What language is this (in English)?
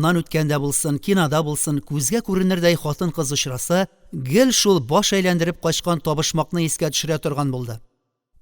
Tatar